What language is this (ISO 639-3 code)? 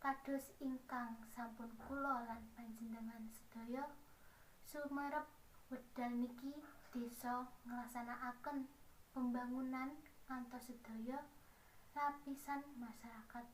jav